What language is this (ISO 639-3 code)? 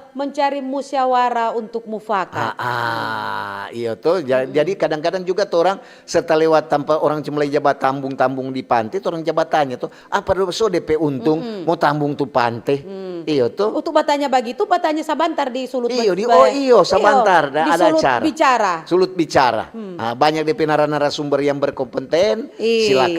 xmm